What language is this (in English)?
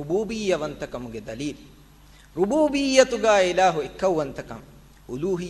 Divehi